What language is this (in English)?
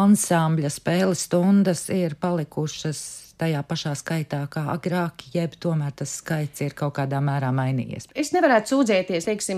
Latvian